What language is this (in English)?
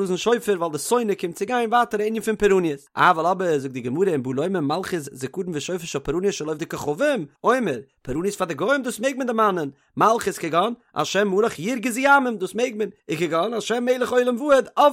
Yiddish